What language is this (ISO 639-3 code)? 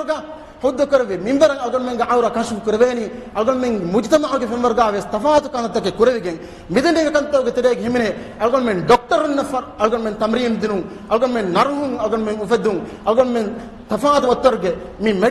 div